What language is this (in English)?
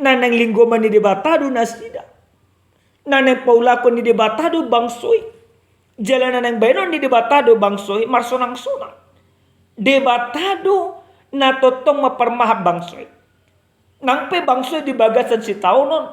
Batak Toba